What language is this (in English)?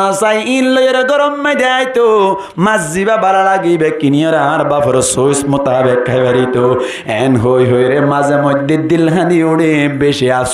Rohingya